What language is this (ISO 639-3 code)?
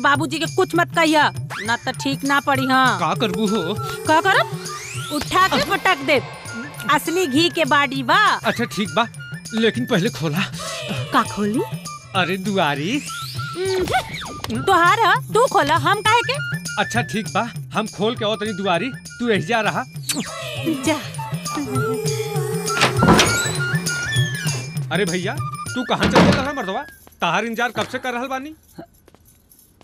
bho